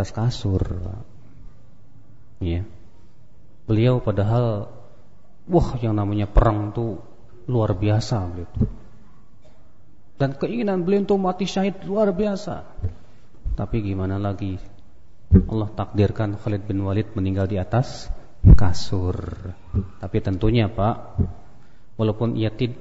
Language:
Indonesian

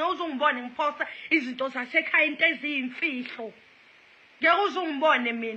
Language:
Zulu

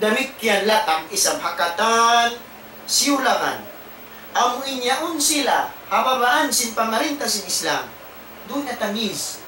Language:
Tausug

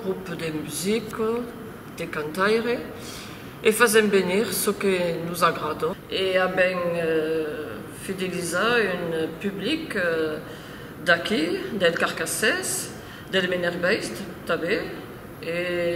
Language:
Occitan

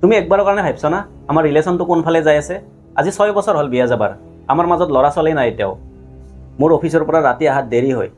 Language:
Assamese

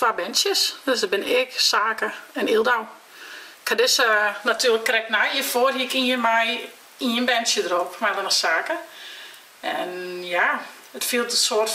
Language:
Western Frisian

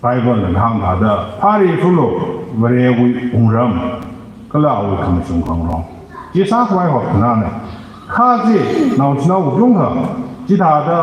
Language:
Tangkhul Naga (India)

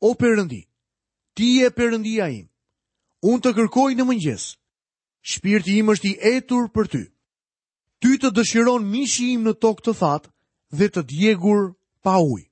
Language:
Albanian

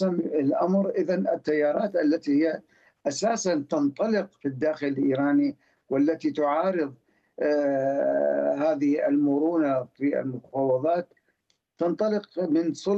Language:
Arabic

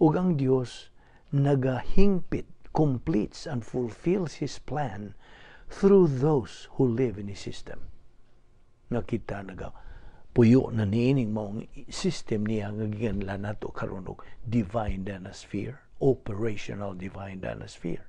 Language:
Cebuano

